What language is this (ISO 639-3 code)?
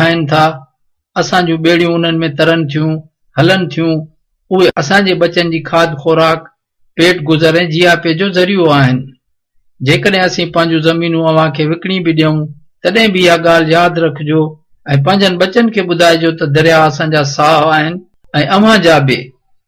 snd